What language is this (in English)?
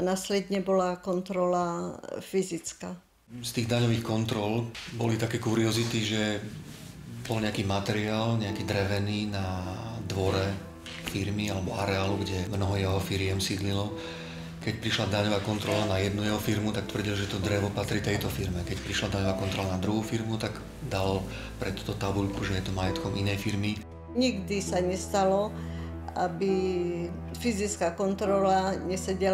Slovak